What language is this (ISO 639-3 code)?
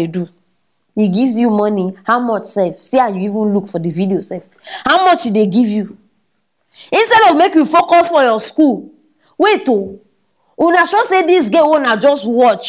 pcm